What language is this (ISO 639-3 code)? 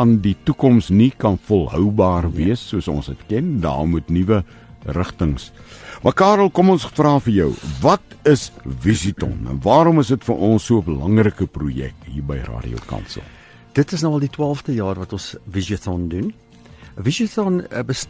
afr